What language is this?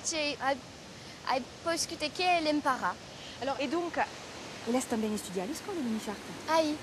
Occitan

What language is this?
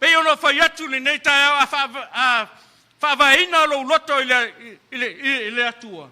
Samoan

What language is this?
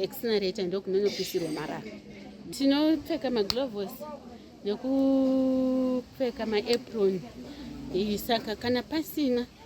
Shona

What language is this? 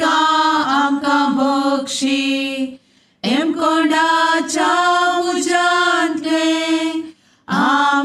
Konkani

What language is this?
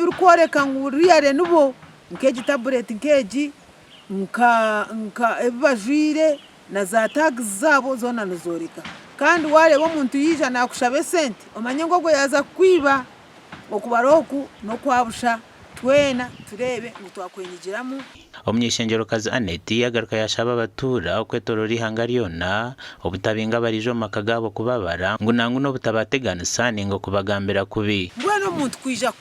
Nyankole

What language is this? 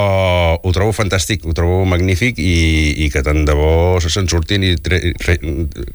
Catalan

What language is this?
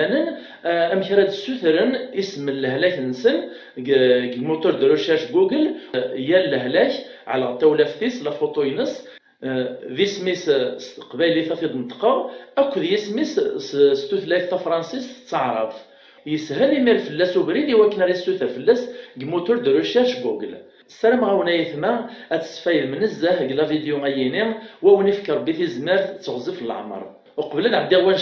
Kabyle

